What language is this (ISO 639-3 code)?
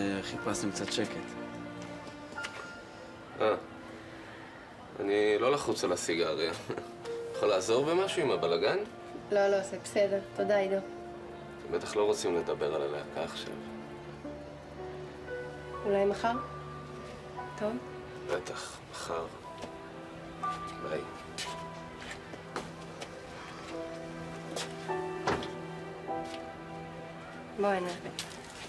heb